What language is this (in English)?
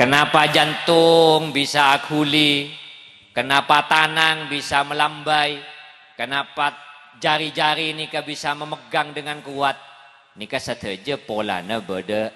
Madurese